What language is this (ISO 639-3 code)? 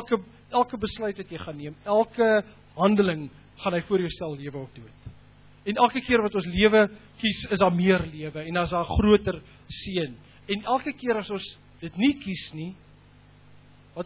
afr